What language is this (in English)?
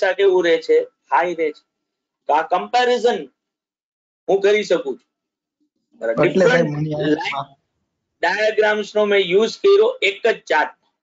Gujarati